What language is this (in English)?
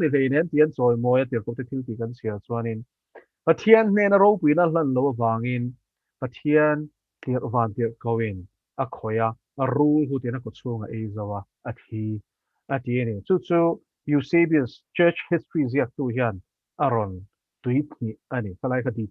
Mizo